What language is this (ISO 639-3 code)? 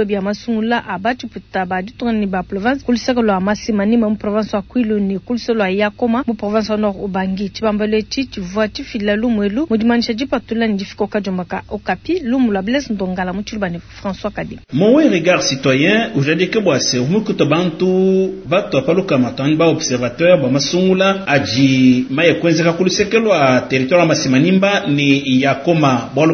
lua